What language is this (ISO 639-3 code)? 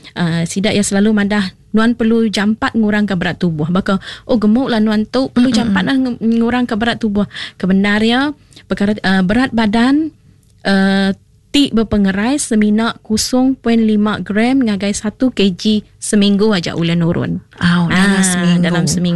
iba